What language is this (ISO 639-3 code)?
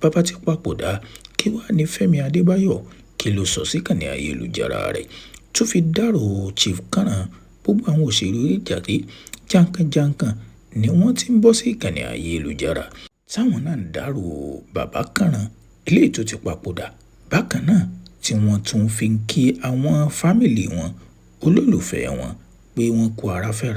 yor